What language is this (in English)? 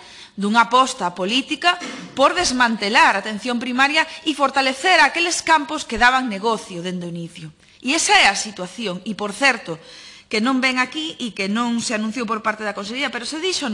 Galician